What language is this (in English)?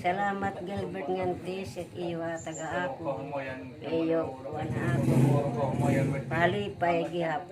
Waray